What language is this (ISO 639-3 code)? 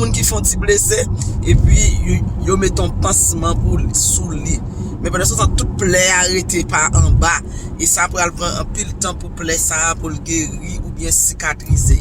hat